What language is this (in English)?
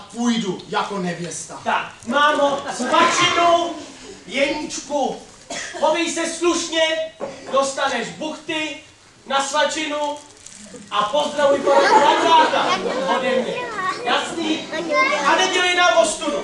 Czech